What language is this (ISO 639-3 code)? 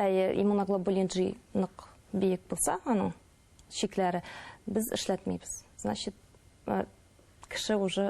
bak